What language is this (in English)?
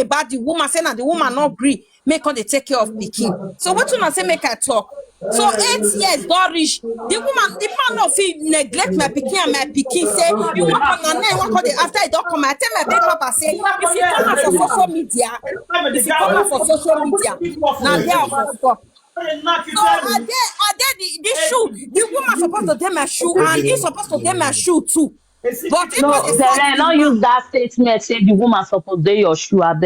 Nigerian Pidgin